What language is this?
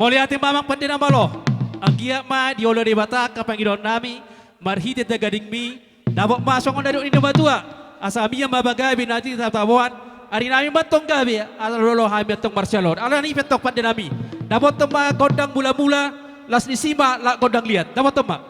Batak Toba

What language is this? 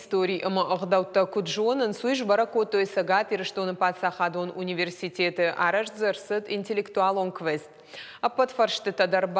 Ossetic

